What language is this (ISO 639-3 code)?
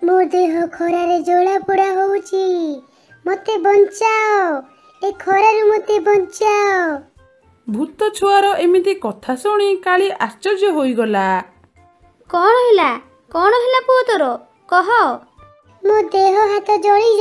ori